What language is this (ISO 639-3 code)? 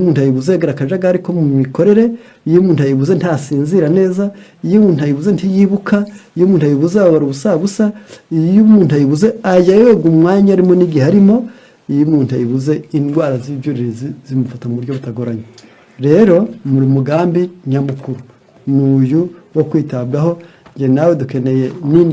kin